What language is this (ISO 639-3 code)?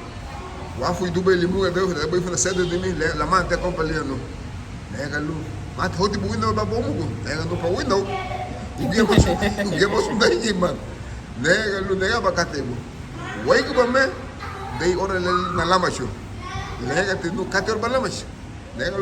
cab